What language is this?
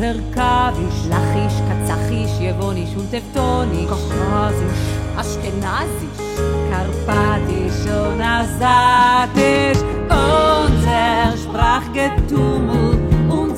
Yiddish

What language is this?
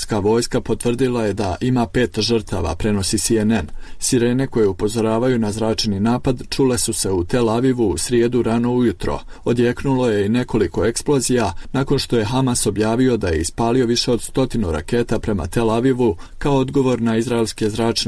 Croatian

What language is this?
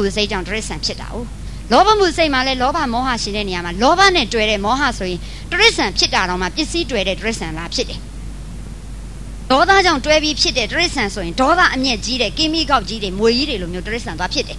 Burmese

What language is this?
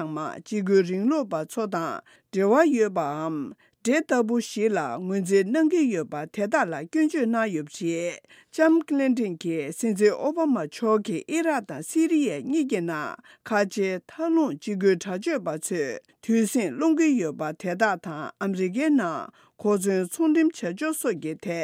Tibetan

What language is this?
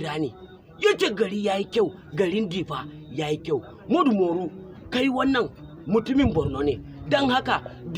Hausa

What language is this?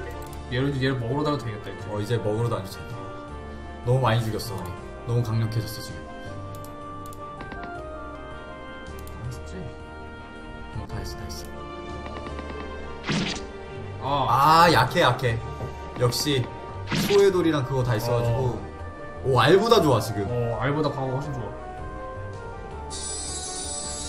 Korean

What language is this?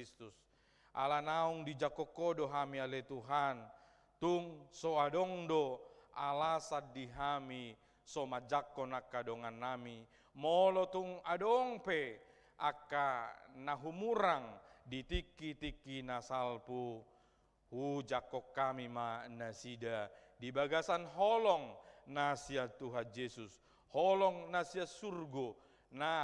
Batak Toba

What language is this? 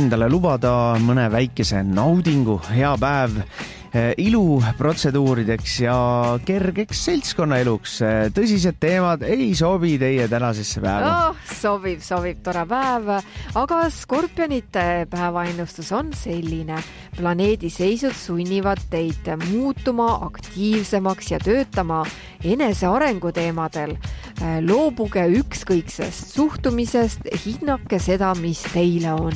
Estonian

